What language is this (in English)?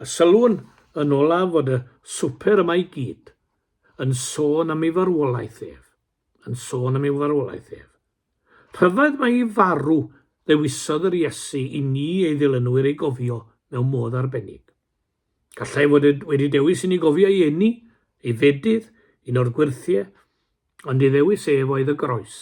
Welsh